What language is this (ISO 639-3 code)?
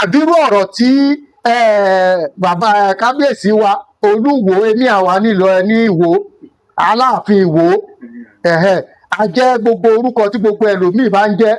yor